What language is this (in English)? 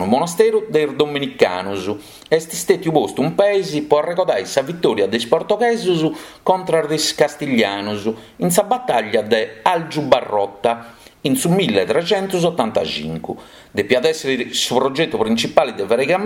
Sardinian